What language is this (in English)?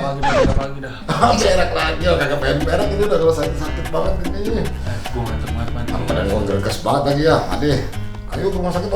Betawi